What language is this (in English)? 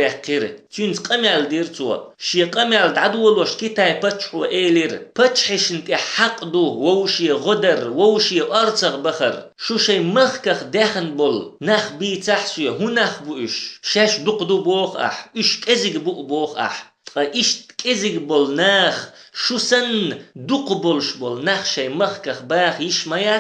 Chechen